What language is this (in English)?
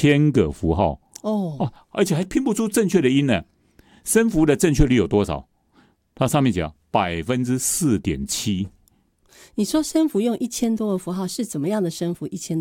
Chinese